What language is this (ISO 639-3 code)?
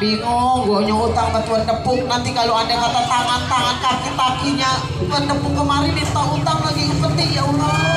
bew